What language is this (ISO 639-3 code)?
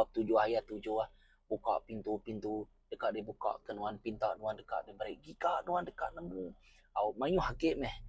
iba